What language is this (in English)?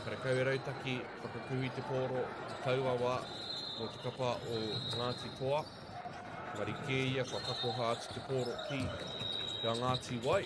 Māori